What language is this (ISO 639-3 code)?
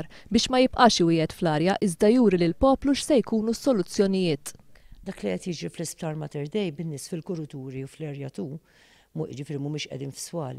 mlt